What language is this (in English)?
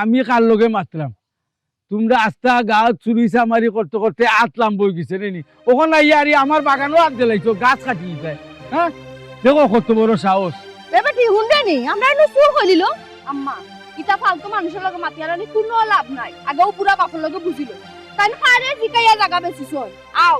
Sylheti